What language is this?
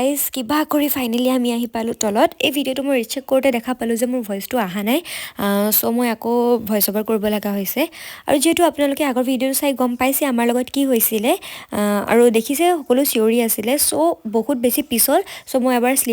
Assamese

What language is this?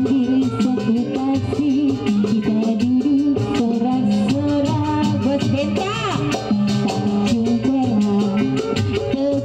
Betawi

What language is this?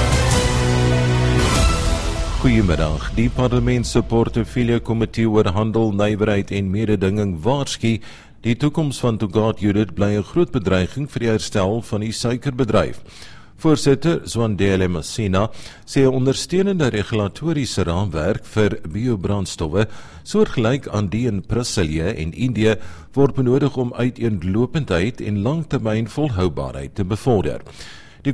Afrikaans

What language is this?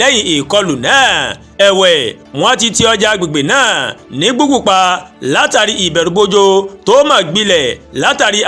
Yoruba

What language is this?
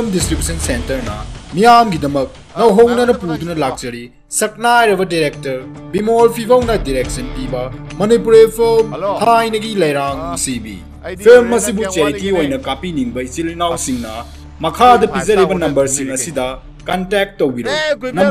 Manipuri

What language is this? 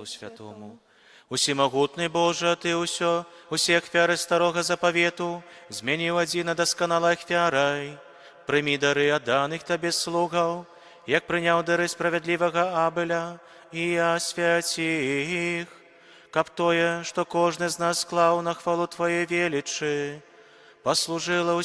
Belarusian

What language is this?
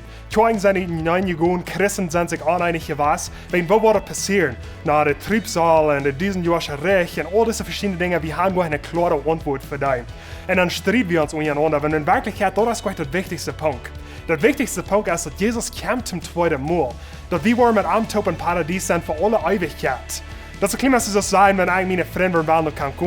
Plautdietsch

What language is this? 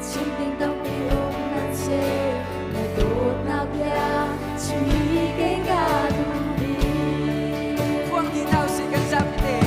Hakha Chin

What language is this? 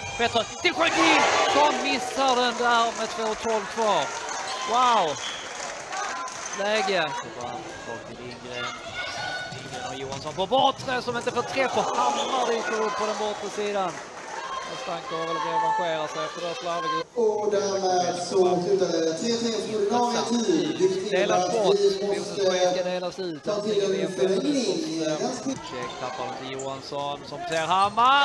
Swedish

